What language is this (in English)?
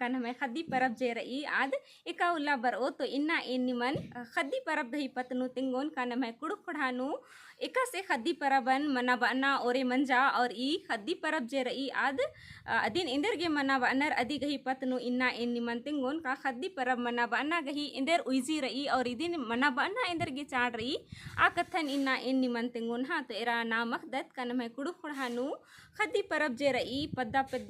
Kurukh